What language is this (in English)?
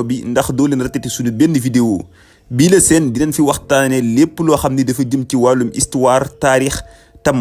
Wolof